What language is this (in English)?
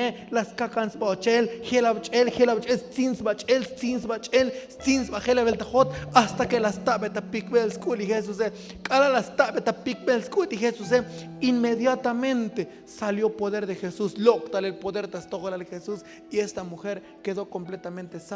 Tzotzil